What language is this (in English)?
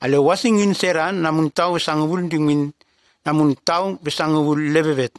Nume